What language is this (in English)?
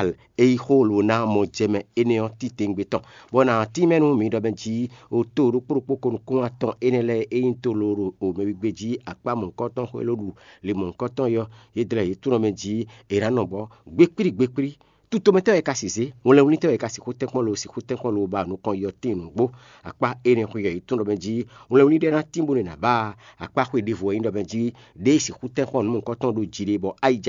Fon